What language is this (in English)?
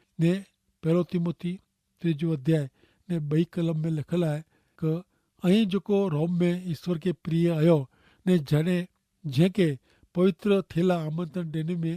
Kachhi